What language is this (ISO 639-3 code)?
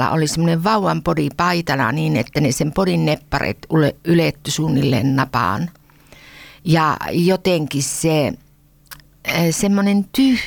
fin